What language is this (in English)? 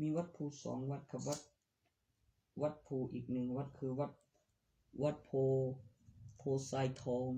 Northeastern Thai